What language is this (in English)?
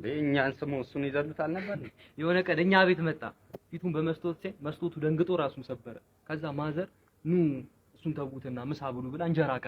Amharic